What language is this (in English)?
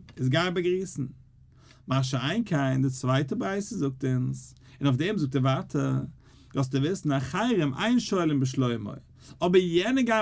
Yiddish